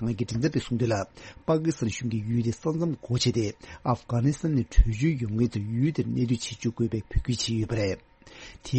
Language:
Tibetan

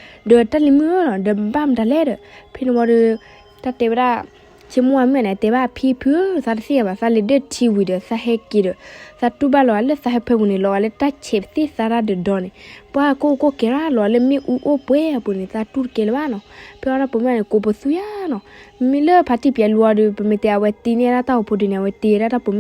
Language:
S'gaw Karen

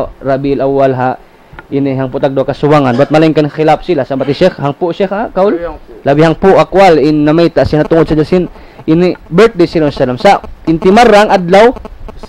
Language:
Tausug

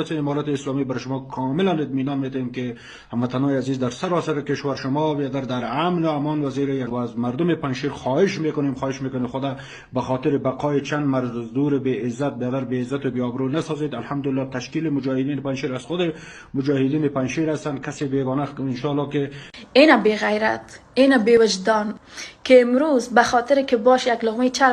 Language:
Persian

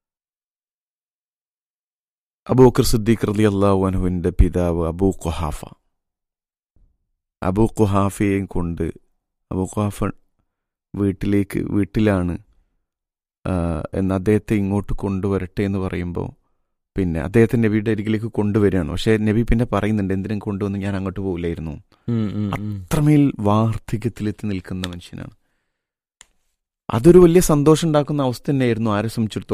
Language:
Malayalam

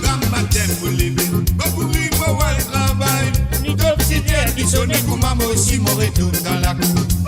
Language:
Morisyen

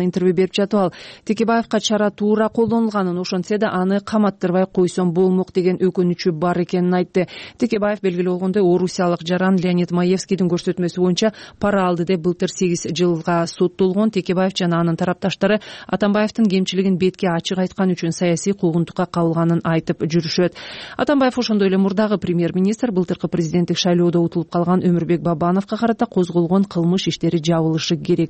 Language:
Kyrgyz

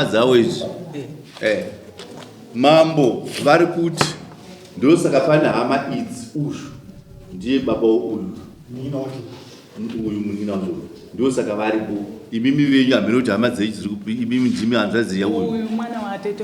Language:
Shona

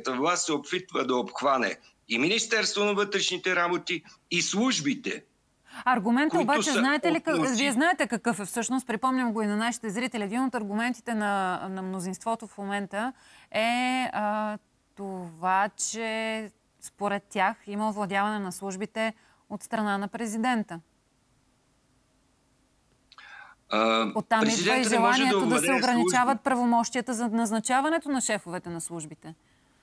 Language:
Bulgarian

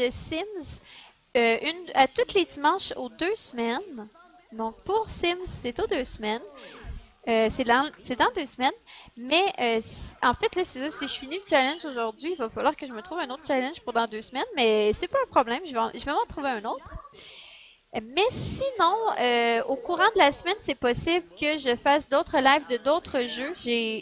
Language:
French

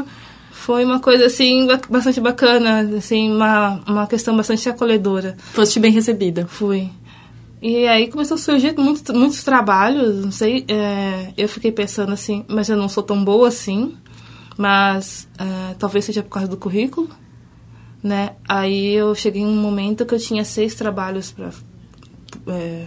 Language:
Portuguese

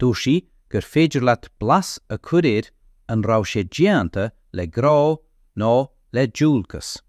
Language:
Irish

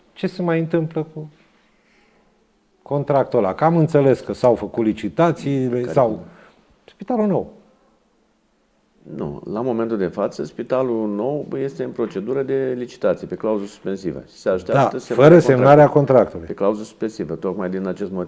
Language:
Romanian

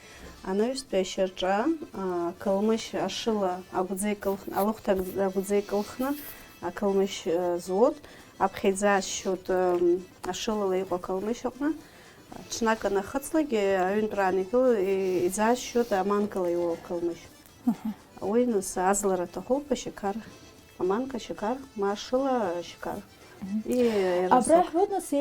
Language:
Abkhazian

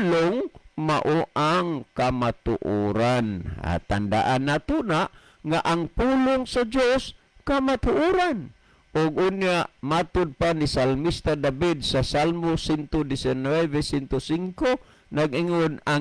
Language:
Cebuano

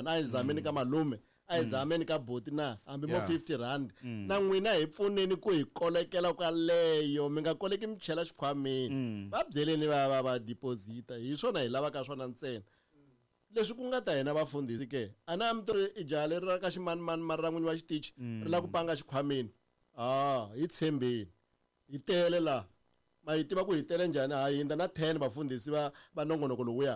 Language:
Tsonga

